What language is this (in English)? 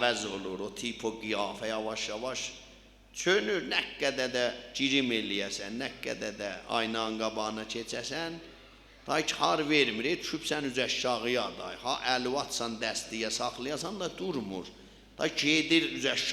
South Azerbaijani